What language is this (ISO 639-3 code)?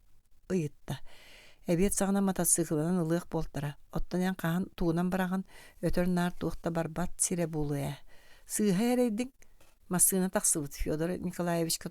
sah